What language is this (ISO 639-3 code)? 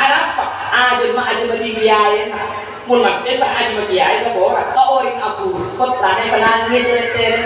mad